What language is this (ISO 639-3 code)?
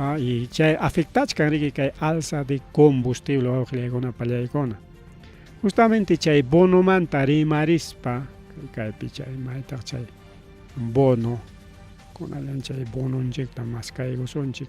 quy